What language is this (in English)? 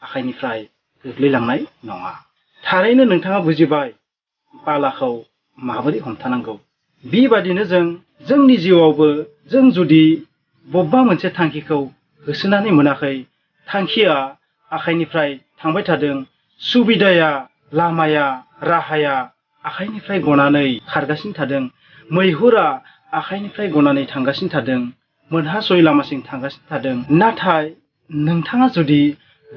Bodo